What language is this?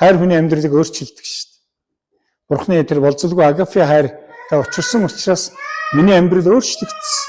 Mongolian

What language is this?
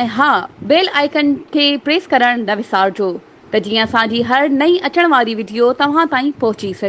Sindhi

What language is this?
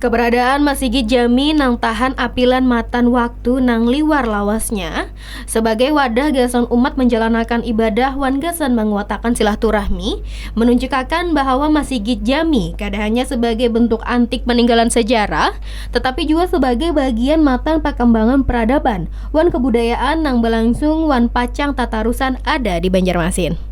Banjar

